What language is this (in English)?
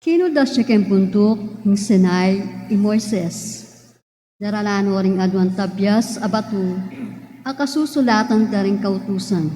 Pampanga